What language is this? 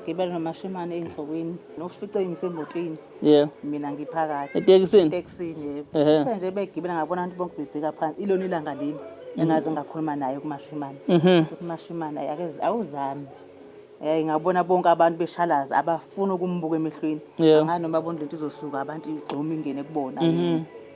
Zulu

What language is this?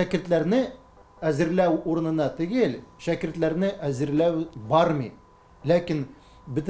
Tatar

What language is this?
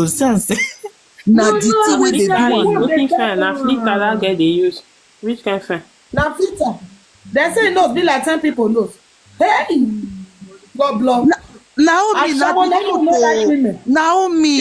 Nigerian Pidgin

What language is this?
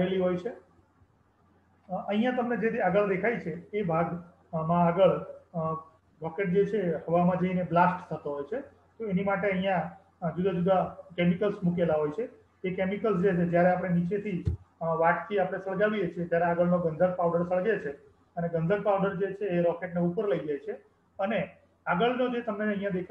Gujarati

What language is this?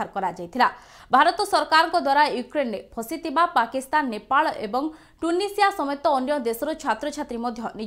Odia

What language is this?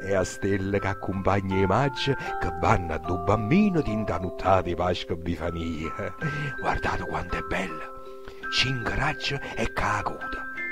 Neapolitan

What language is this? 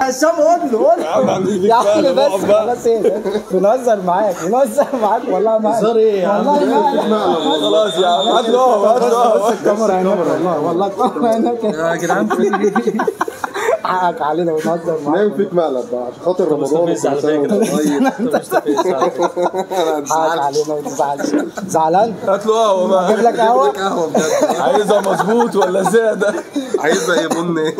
Egyptian Arabic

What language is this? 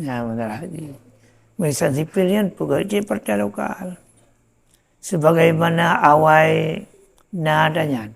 Achinese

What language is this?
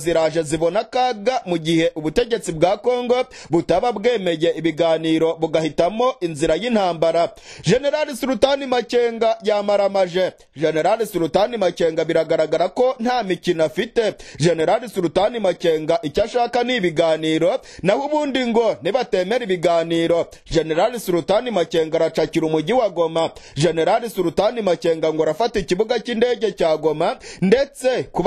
Kinyarwanda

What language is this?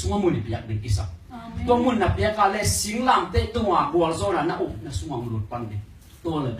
Tedim Chin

